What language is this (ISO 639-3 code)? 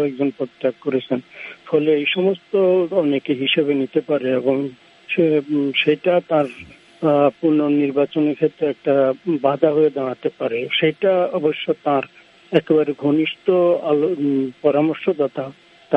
ben